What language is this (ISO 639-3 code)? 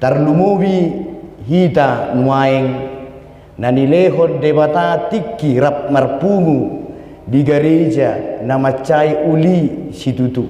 bbc